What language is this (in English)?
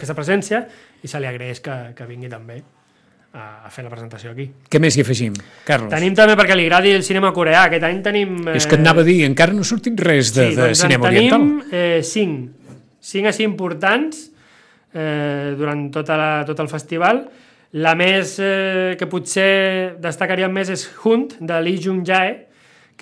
Catalan